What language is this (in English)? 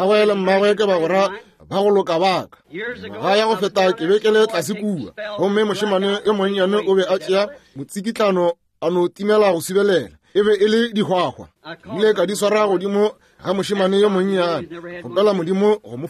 Northern Sotho